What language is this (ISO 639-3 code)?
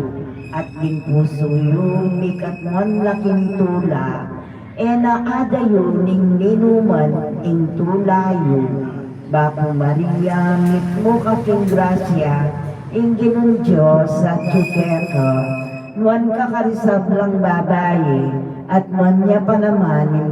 pam